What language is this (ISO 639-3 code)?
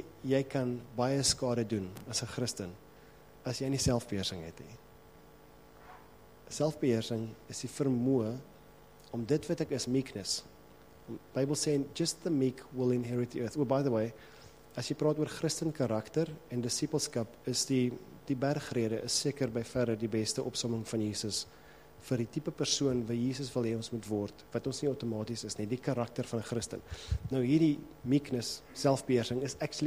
afr